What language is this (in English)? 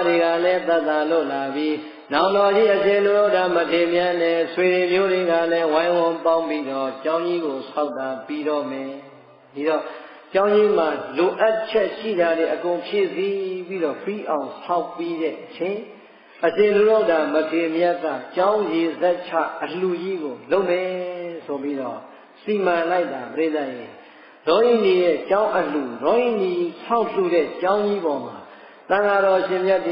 Burmese